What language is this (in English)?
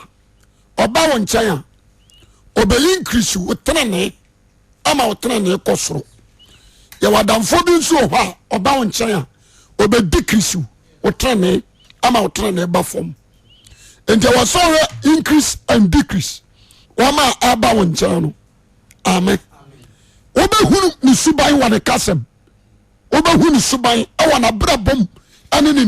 Akan